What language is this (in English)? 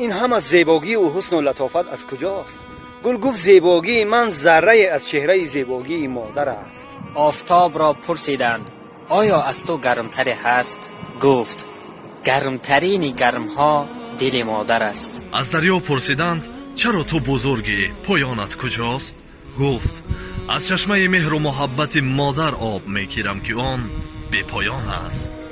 Tajik